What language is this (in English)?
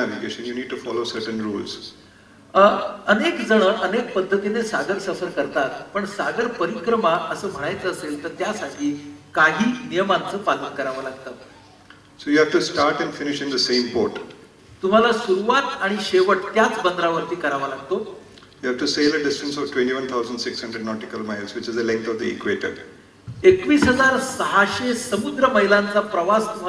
Marathi